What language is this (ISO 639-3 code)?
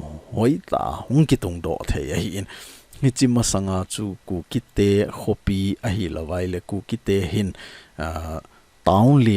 tcz